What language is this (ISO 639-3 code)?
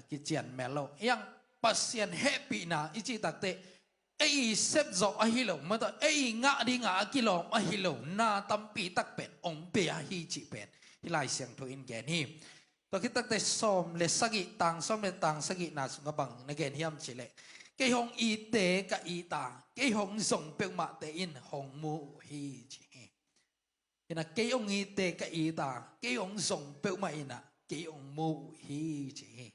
ctd